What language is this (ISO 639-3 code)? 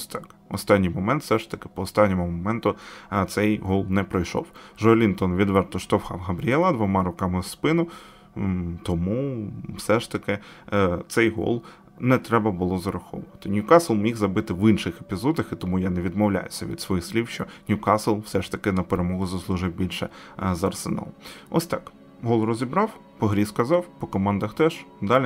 ukr